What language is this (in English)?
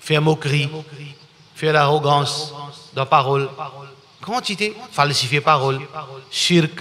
Morisyen